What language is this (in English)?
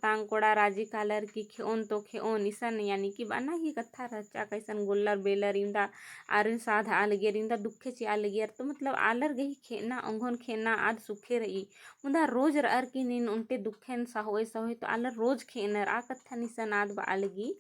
Kurukh